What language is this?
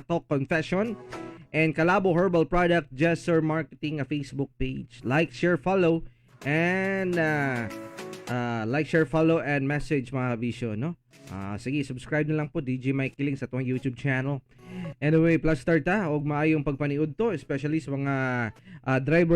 Cebuano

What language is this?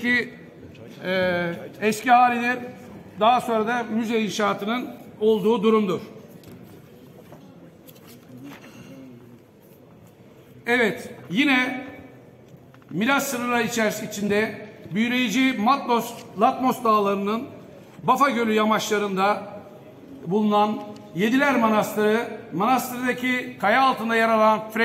Turkish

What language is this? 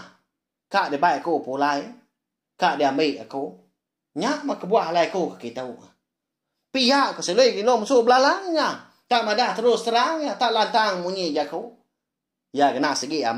Iban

